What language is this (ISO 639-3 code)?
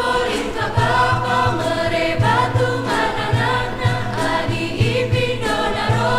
btx